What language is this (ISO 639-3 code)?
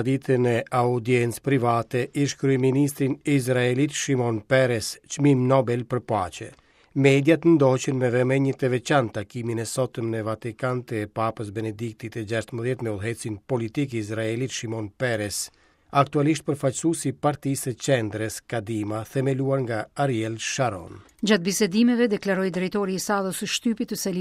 sqi